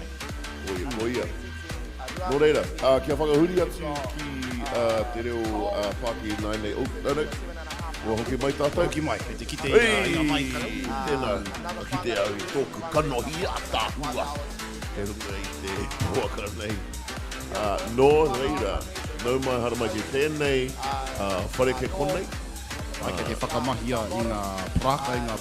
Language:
Māori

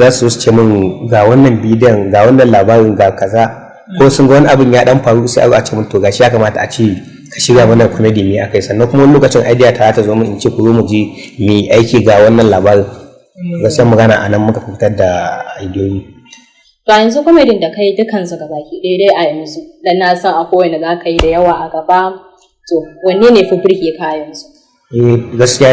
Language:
Hausa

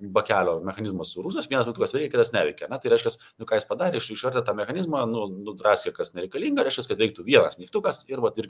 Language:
Lithuanian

